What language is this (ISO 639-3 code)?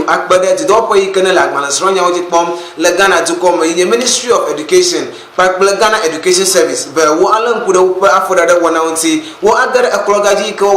ewe